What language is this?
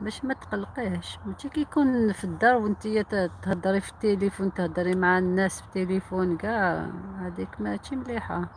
Algerian Arabic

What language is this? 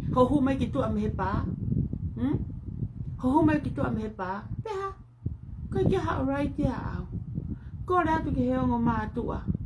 Tongan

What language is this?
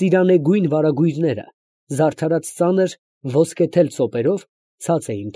Armenian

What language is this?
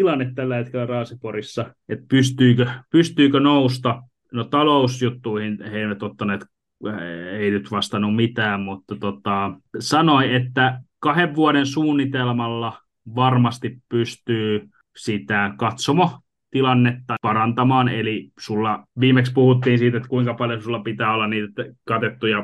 Finnish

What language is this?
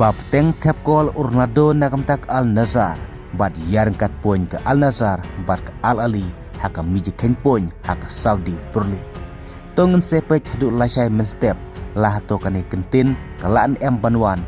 Khasi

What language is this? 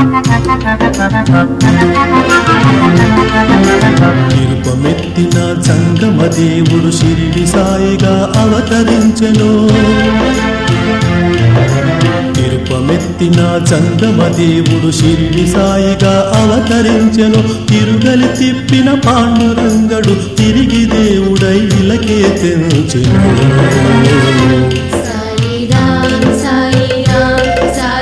Telugu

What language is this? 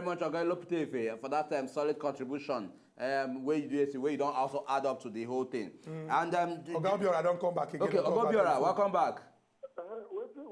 Nigerian Pidgin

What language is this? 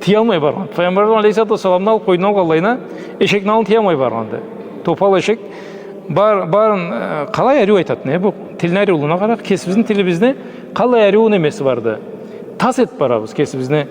Karachay-Balkar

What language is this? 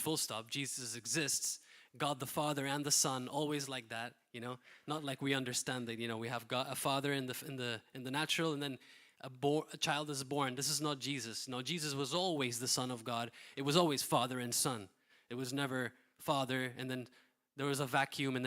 English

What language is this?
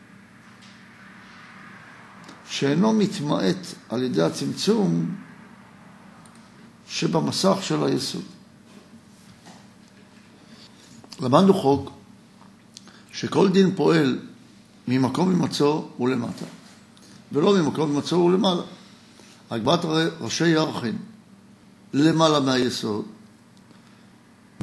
Hebrew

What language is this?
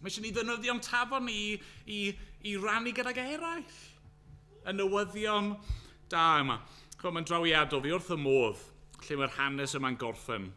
Welsh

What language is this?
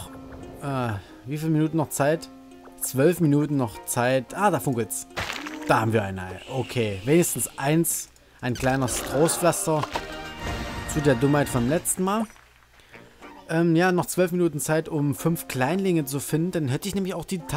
German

